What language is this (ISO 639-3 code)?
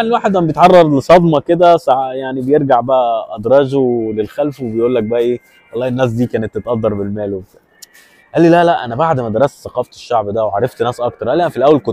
arz